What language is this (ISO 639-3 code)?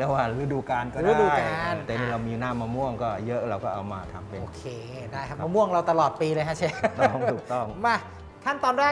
tha